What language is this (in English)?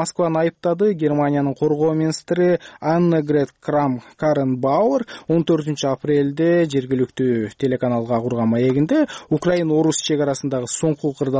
Kyrgyz